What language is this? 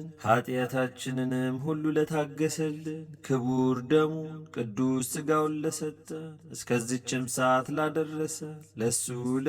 Amharic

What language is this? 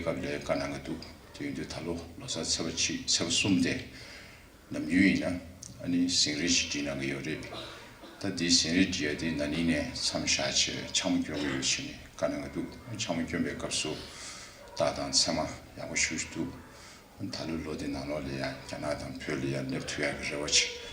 Tibetan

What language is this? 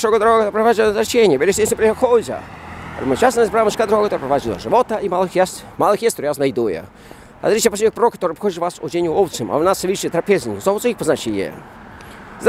Polish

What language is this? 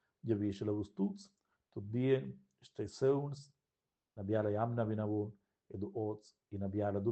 Romansh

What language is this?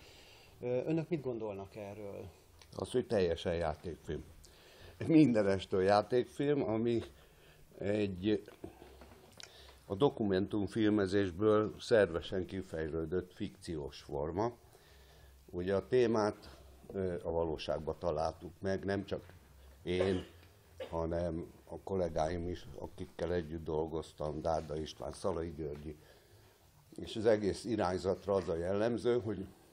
Hungarian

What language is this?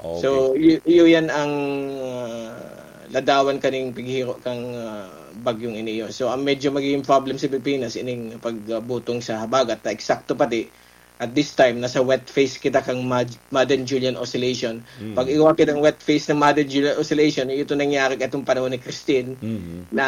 Bikol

